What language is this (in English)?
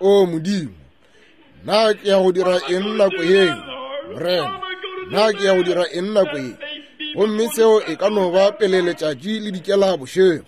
Northern Sotho